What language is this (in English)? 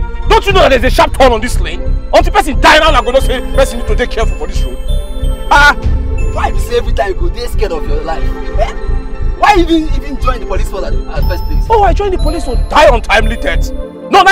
Nigerian Pidgin